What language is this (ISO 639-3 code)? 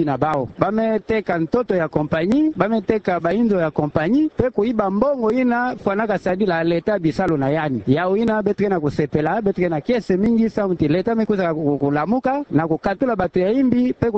ktu